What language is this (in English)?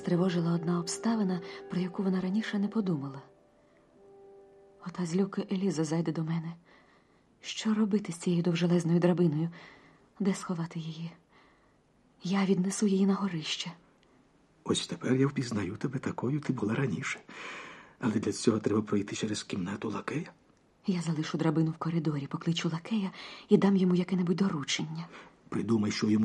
Ukrainian